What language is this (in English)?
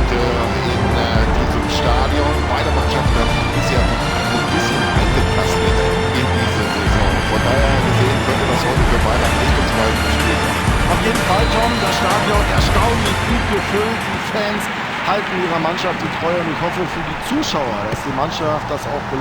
Bavarian